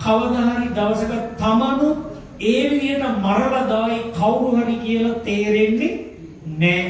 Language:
Sinhala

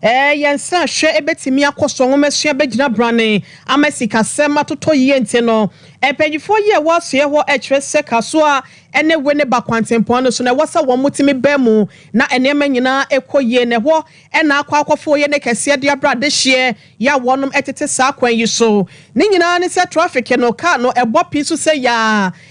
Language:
Akan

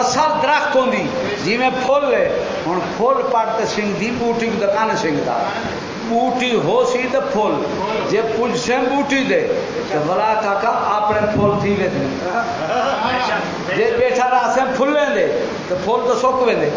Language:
Saraiki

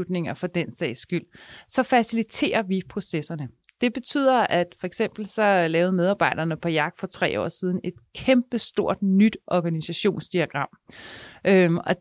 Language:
Danish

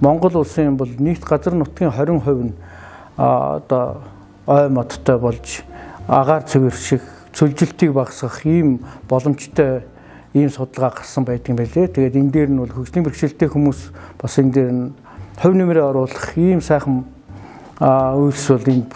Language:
Mongolian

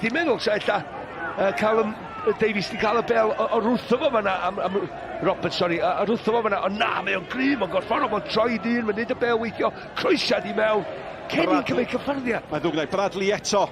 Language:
Welsh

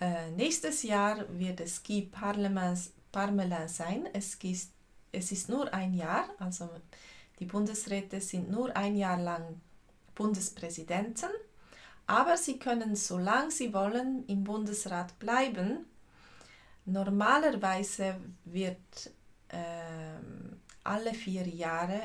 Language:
Swiss German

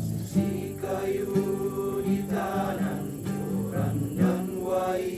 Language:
Toraja-Sa'dan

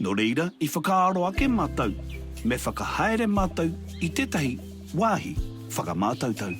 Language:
Māori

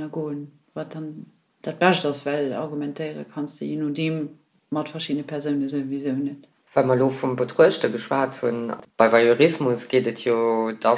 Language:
Luxembourgish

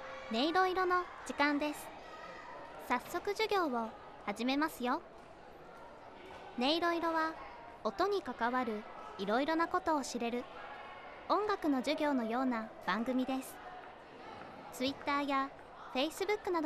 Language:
Japanese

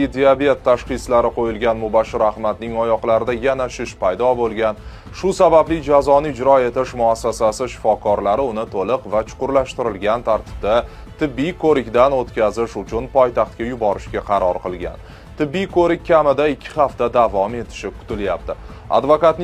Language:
Uzbek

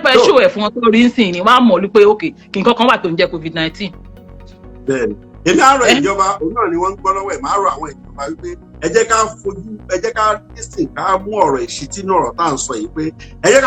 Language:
Yoruba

